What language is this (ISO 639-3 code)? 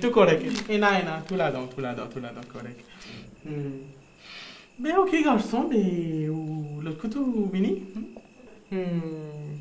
mfe